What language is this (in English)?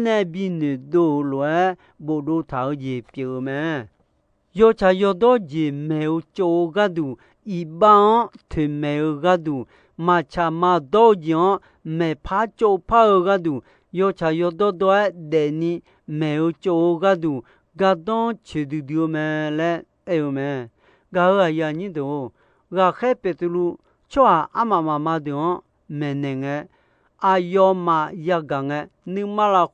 Akha